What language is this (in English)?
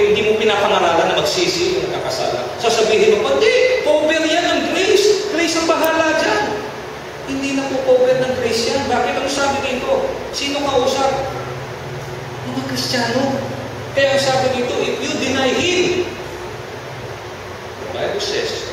Filipino